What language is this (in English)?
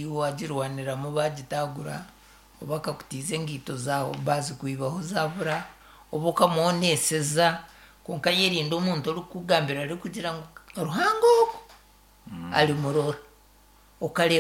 Nyankole